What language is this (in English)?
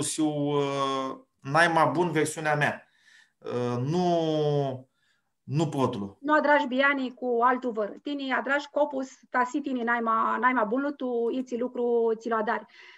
Aromanian